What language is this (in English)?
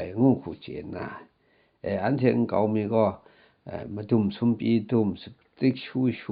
Kachin